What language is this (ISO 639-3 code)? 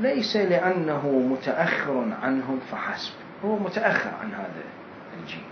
acm